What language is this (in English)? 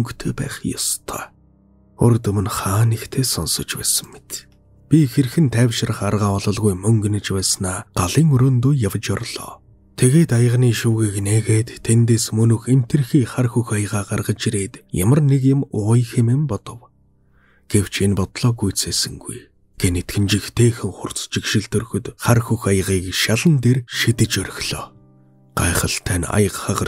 Mongolian